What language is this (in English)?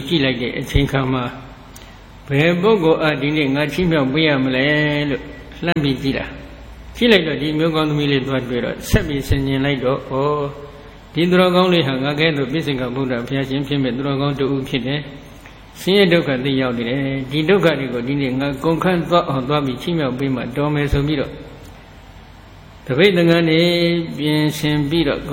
Burmese